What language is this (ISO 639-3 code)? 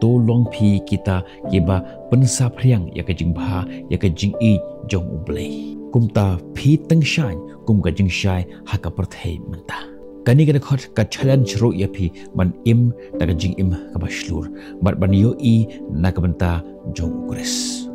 kha